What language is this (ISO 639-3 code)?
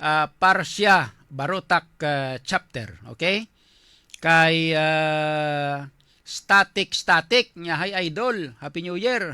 hil